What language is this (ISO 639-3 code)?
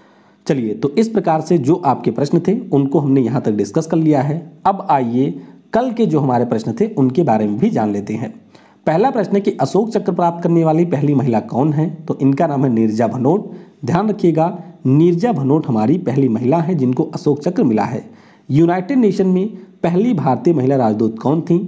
hin